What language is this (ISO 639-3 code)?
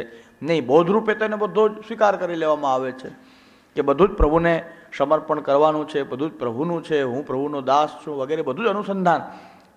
guj